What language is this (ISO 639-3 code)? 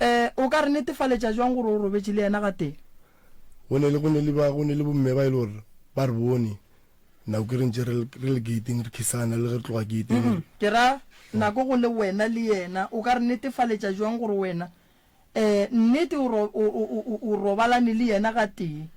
nso